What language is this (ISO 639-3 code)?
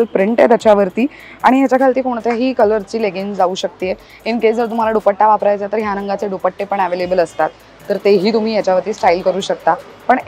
mar